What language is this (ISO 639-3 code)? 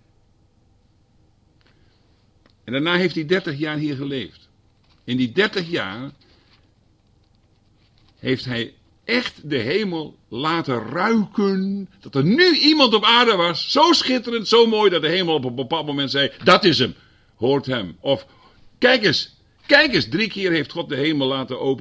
nld